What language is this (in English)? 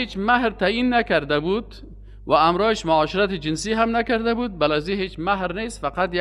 Persian